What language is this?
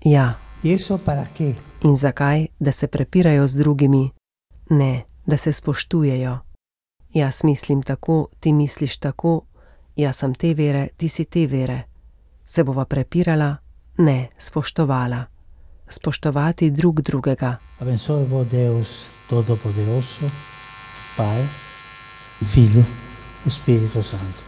Slovenian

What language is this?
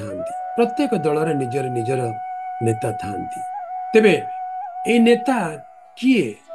Odia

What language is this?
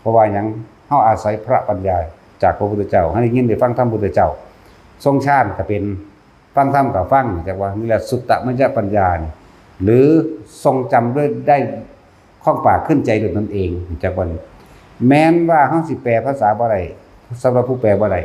Northeastern Thai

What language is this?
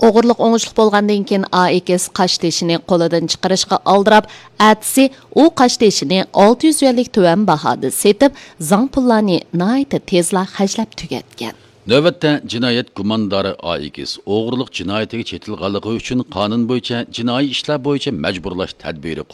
Uyghur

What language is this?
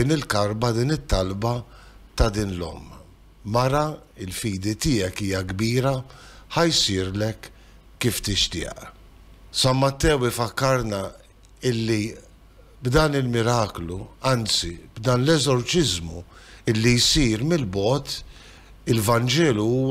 Maltese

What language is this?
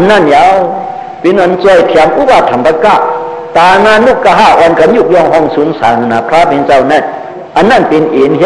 Shan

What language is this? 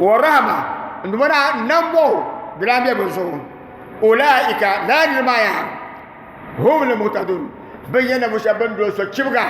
Dagbani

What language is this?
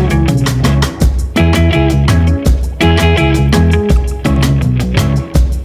Basque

